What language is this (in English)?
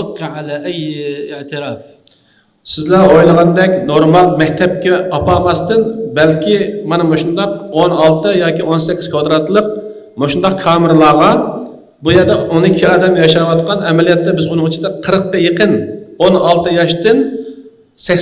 Uyghur